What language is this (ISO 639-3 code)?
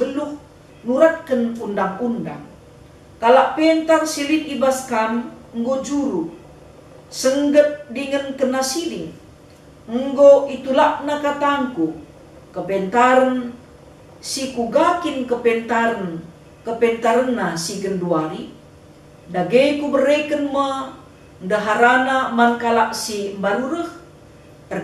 btx